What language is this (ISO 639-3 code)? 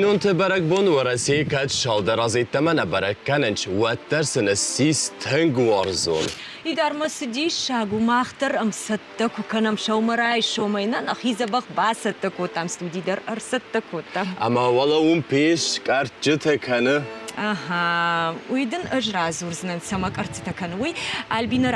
oss